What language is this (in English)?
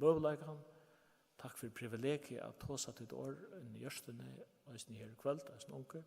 Faroese